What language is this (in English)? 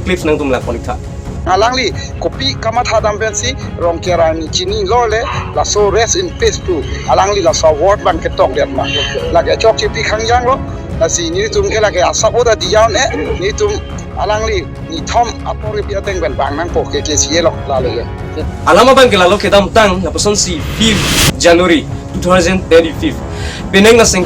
Karbi